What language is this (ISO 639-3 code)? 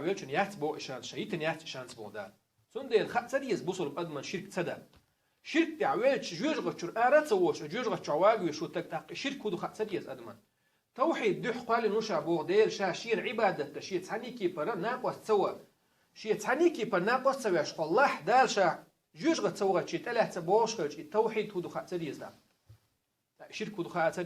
che